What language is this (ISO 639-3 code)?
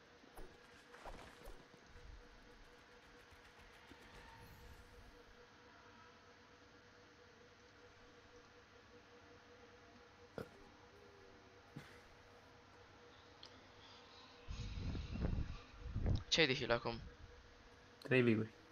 ron